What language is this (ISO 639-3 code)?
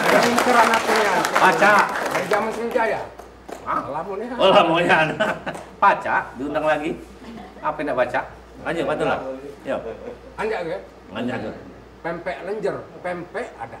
mui